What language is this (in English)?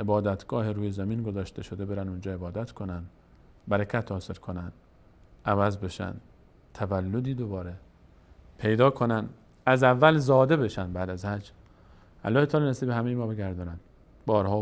Persian